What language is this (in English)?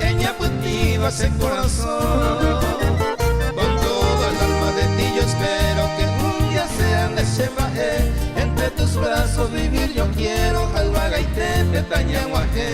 Guarani